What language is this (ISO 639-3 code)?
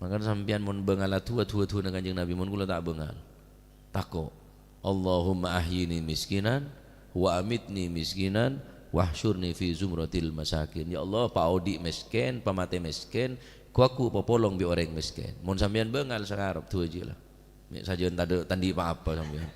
mad